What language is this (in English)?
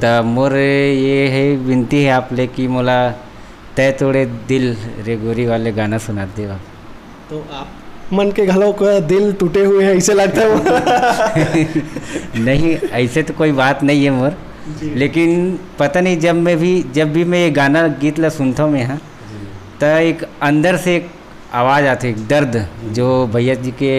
Chhattisgarhi